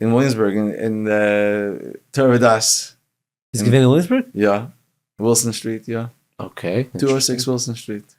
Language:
Yiddish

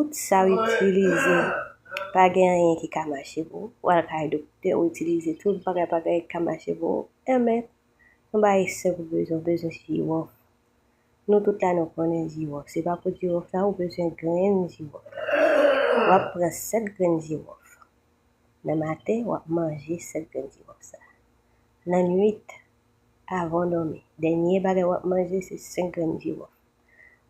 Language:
Haitian Creole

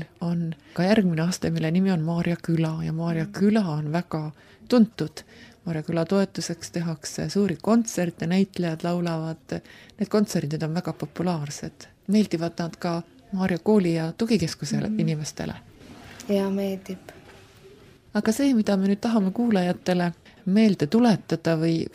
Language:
Estonian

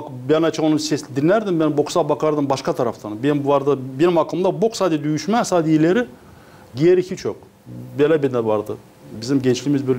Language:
Gagauz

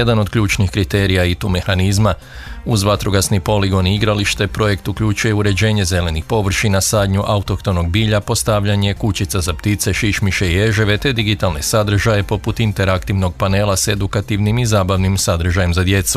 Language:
Croatian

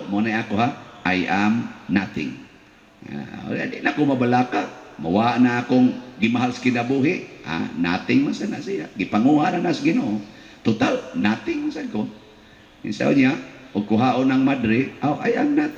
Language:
Cebuano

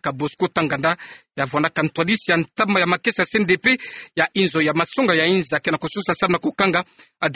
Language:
Kituba (Democratic Republic of Congo)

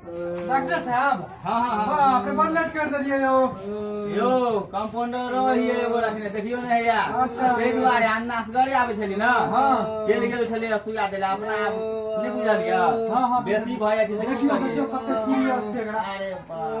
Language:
Maithili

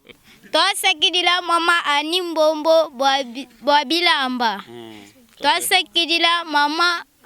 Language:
Luba-Lulua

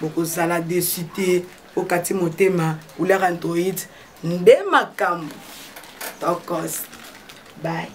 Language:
Lingala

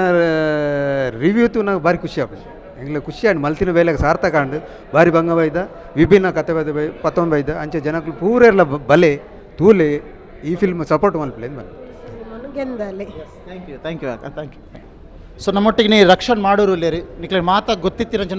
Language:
Tulu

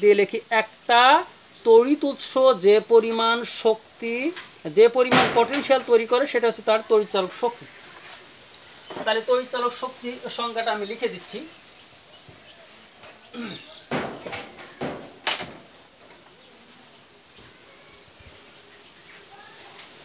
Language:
Bangla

